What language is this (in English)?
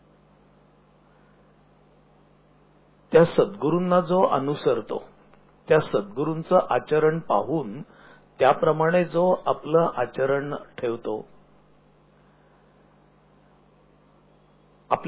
Marathi